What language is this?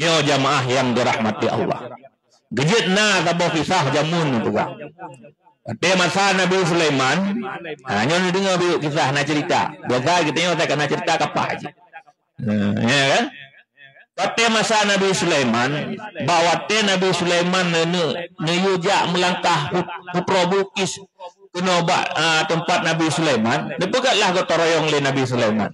Achinese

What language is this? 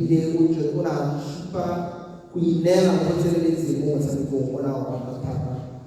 Tswana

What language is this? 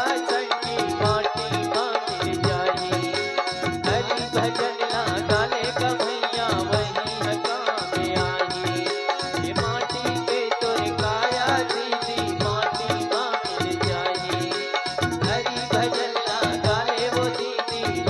Chhattisgarhi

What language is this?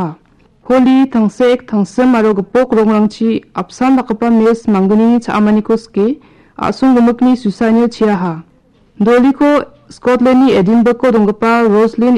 Garo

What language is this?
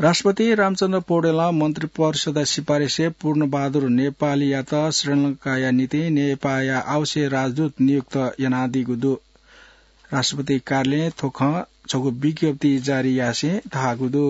Newari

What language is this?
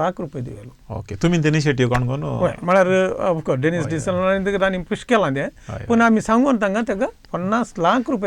Konkani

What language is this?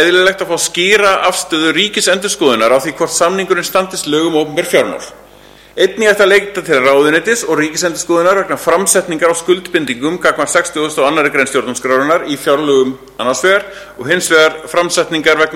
Icelandic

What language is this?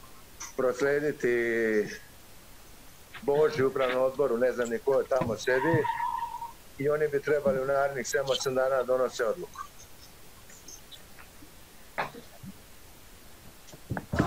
Serbian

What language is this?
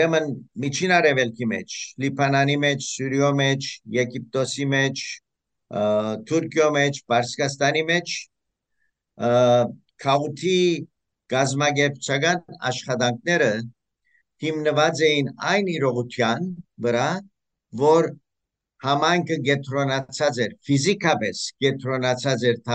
Western Armenian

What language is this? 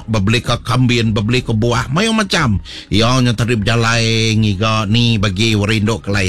Iban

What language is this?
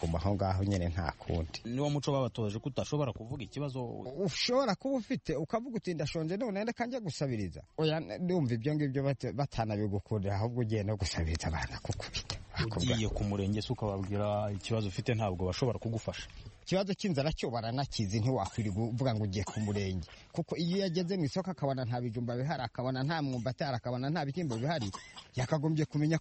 Kinyarwanda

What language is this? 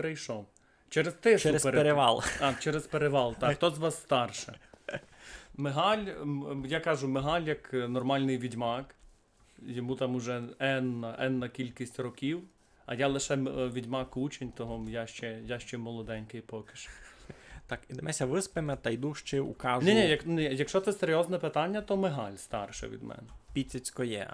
Rusyn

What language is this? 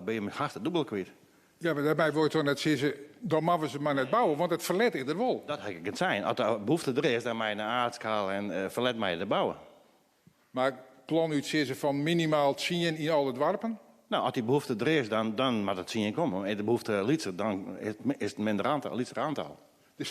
Western Frisian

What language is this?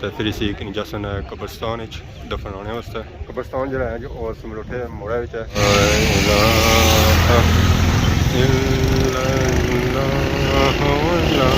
Pahari-Potwari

